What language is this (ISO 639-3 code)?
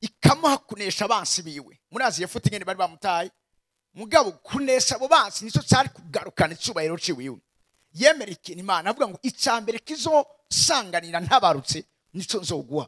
run